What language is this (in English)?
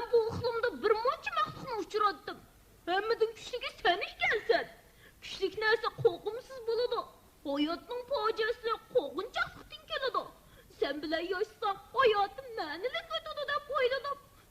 Uyghur